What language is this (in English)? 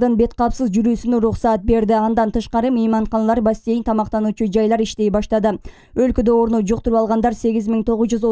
Kyrgyz